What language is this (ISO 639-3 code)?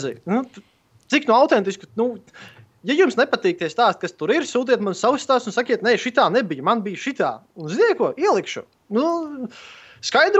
lav